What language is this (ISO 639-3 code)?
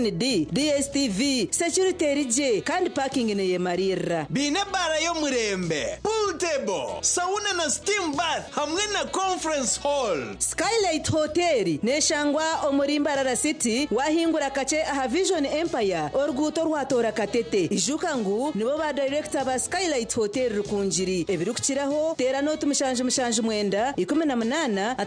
nyn